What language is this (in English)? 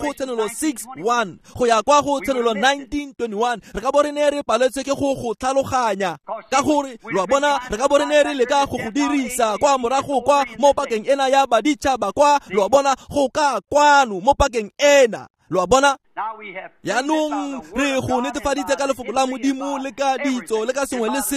Tswana